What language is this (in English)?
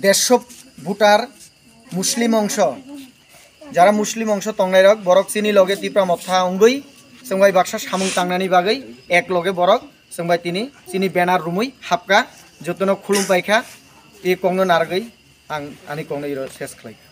Kok Borok